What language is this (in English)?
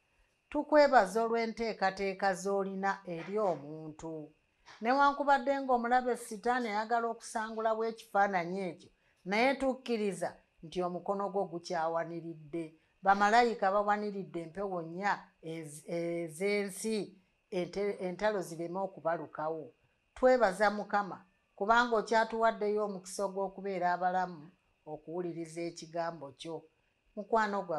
Ganda